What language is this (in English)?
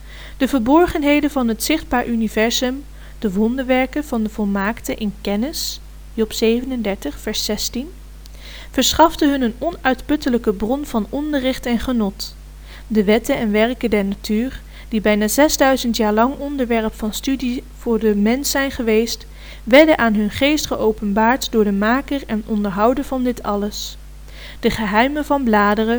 Dutch